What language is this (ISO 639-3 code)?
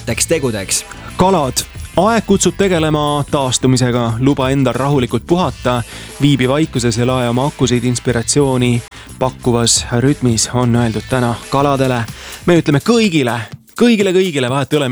est